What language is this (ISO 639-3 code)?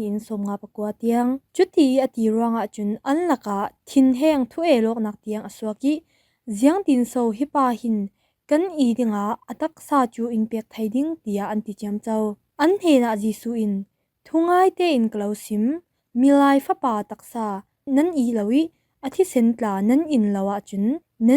cfm